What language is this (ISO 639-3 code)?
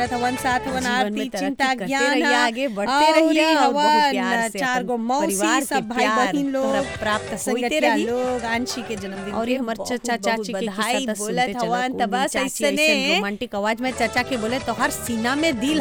bho